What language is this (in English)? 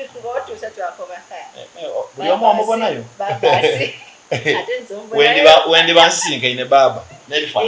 Soga